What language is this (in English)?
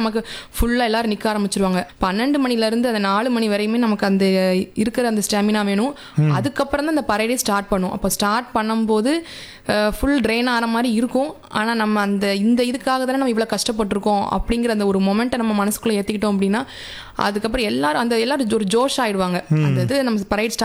Tamil